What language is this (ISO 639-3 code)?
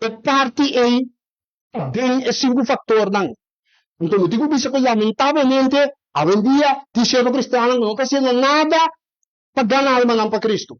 pap